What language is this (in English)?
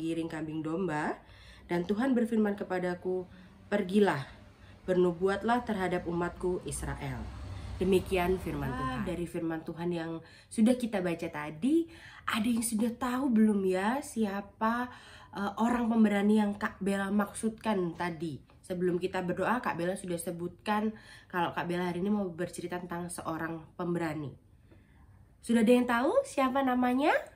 Indonesian